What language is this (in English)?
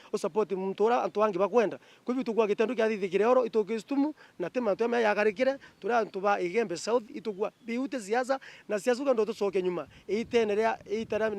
Meru